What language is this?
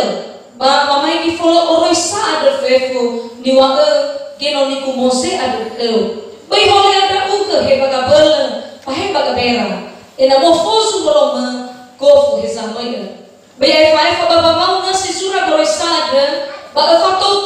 Nias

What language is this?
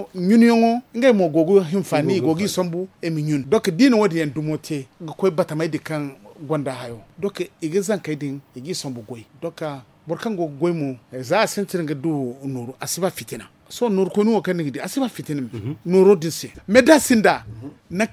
Zarma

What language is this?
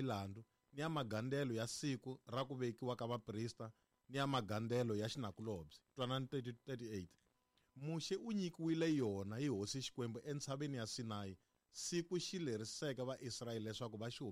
Tsonga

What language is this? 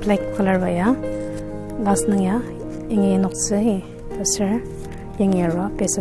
Ao Naga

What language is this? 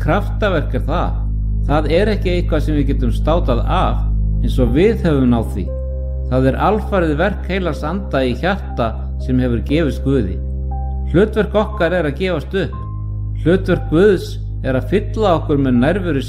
Icelandic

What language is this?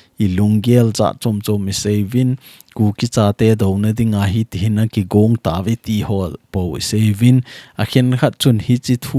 Thado Chin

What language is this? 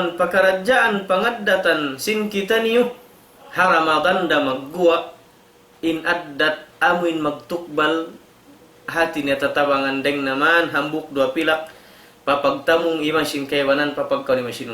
Tausug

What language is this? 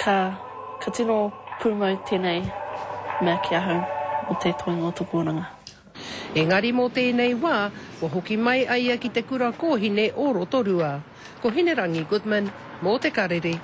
Māori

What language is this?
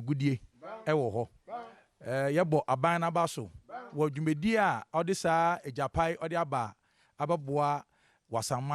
Akan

